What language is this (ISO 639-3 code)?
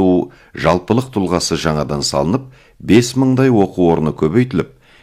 kaz